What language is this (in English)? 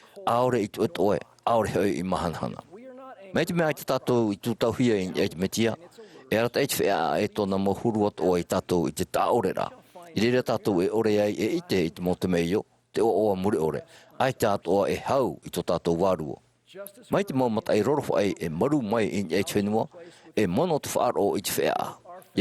Tahitian